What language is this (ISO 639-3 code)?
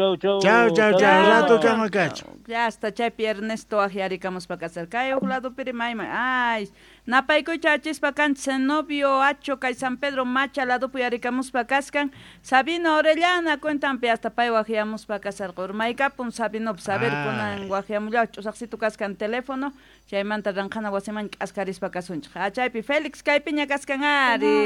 quh